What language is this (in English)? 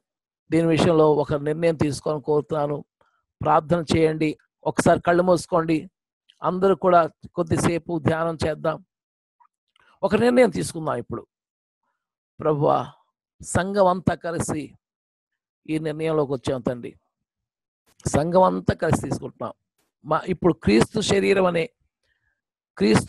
Telugu